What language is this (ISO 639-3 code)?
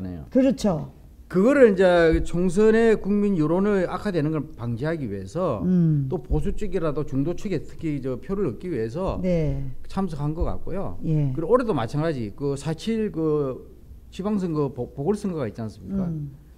kor